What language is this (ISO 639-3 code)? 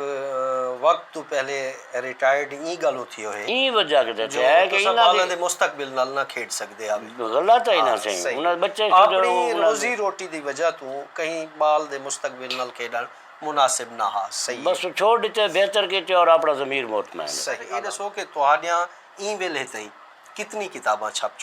skr